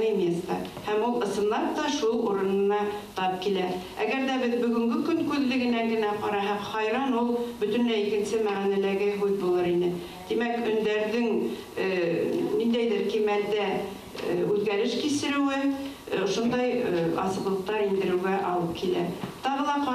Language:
Bashkir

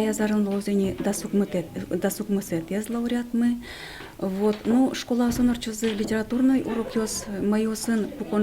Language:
Udmurt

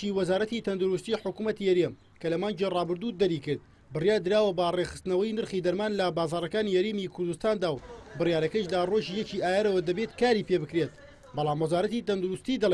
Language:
Central Kurdish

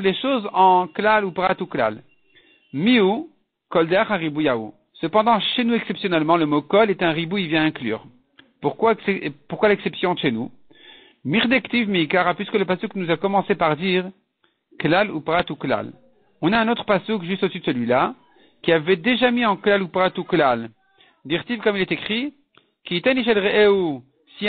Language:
French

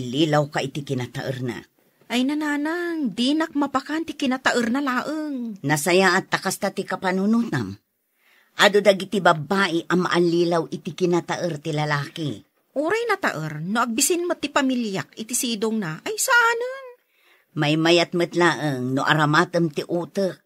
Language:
Iloko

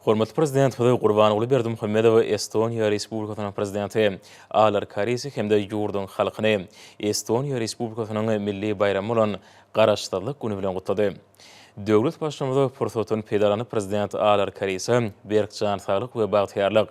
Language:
Turkmen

